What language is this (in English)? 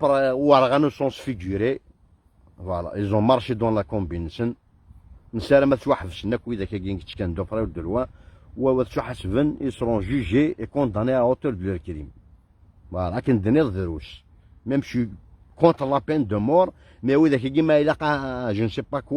Kabyle